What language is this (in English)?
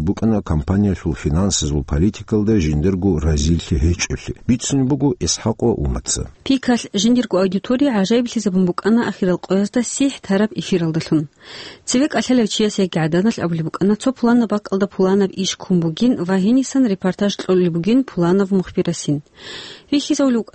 Avaric